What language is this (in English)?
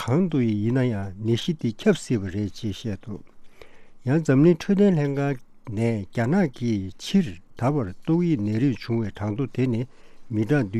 Tibetan